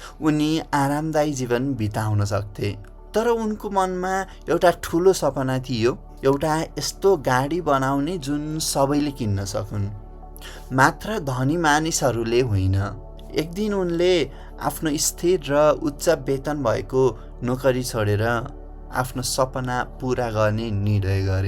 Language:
Nepali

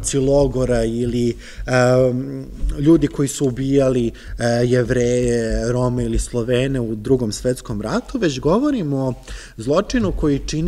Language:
Serbian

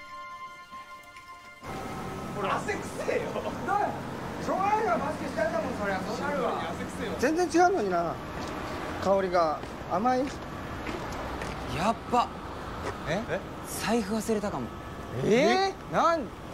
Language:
Japanese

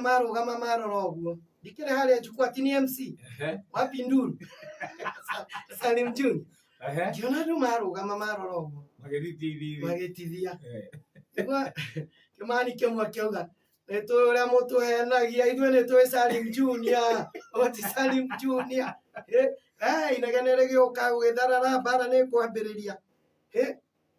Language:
Kikuyu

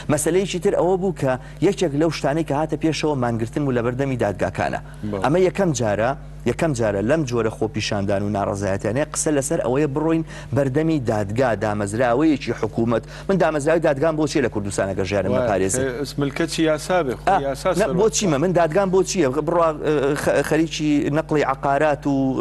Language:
Central Kurdish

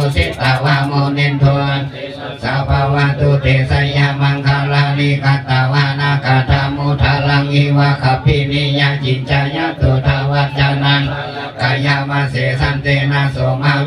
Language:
Pali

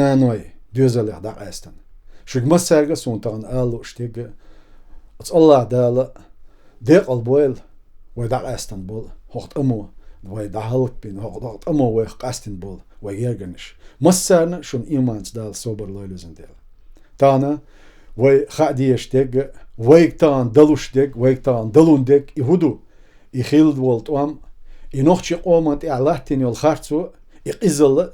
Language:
Chechen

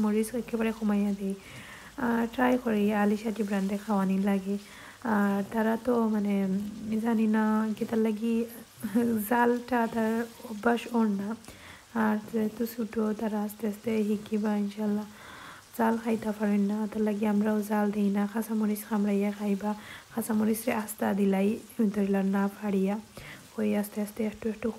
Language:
Sylheti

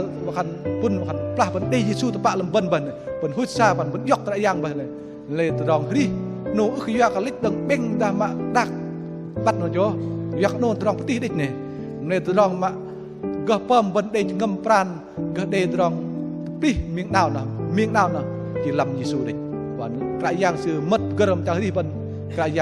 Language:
Bahnar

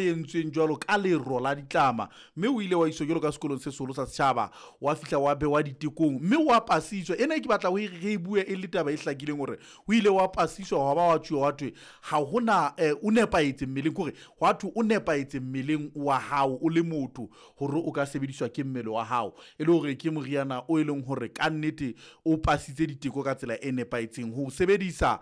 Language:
Southern Sotho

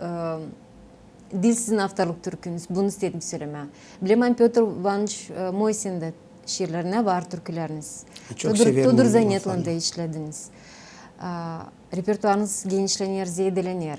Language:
Gagauz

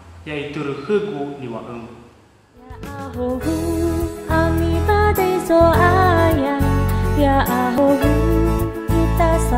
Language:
Nias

